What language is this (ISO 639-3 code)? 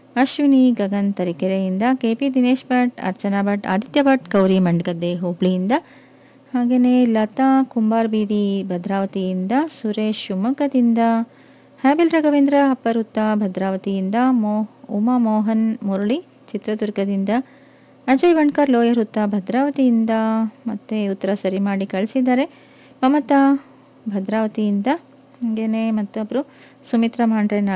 kan